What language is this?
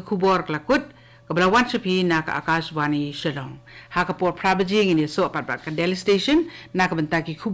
Khasi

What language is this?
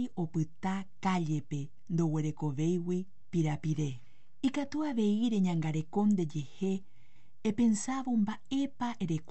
Guarani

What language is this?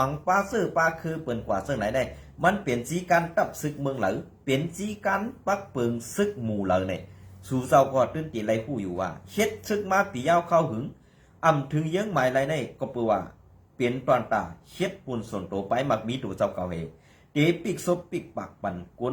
Shan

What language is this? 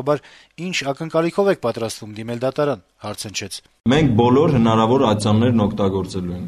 Armenian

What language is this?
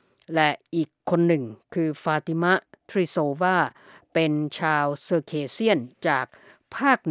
Thai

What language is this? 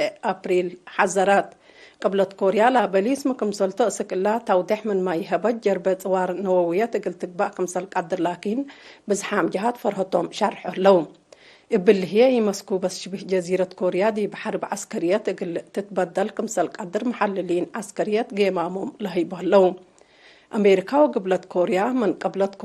Tigre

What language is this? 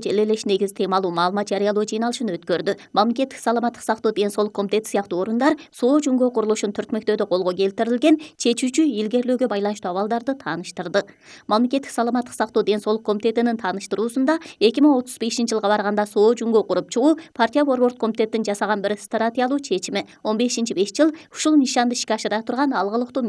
Kyrgyz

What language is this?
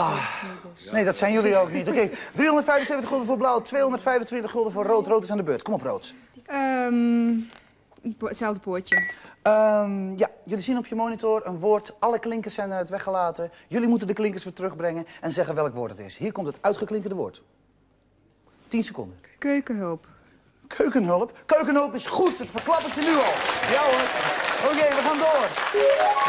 Dutch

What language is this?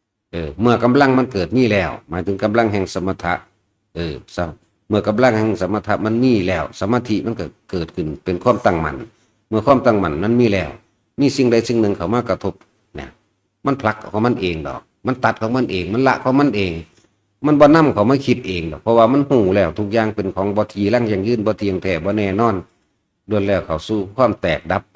Northeastern Thai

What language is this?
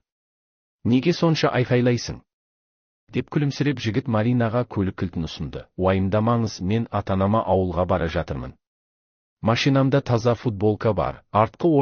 Kazakh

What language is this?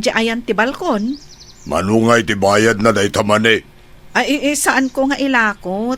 Iloko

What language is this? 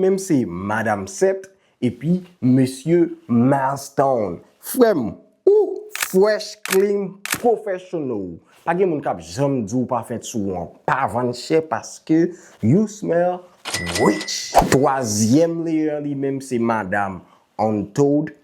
Haitian Creole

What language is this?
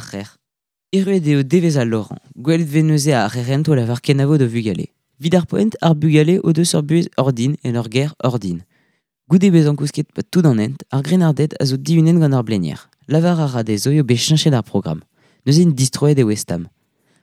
Breton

